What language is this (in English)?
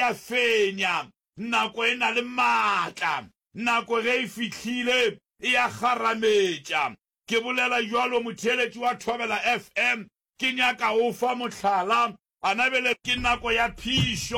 Northern Sotho